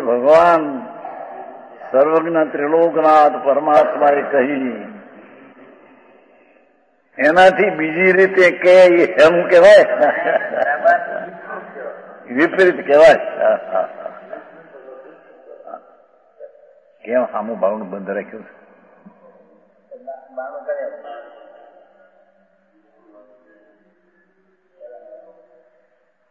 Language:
Gujarati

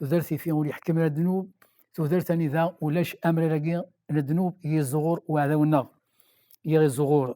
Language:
Kabyle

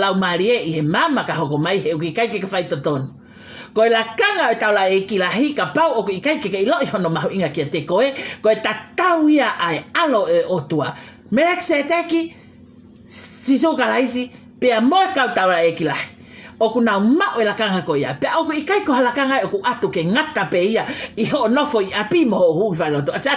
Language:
Tongan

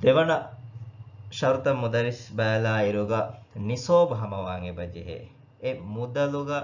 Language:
Divehi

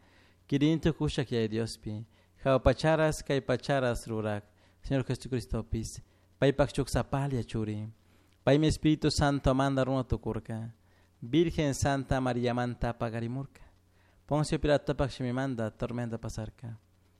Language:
Chimborazo Highland Quichua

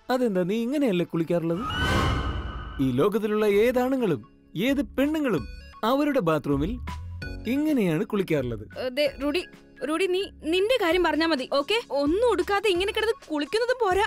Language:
Malayalam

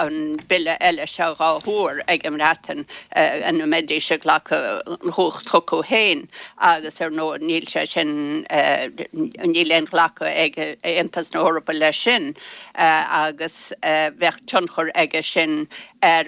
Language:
Irish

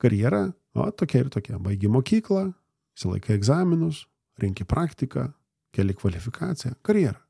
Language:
Lithuanian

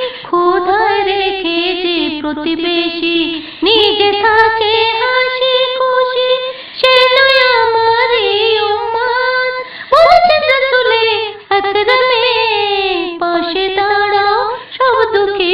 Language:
Bangla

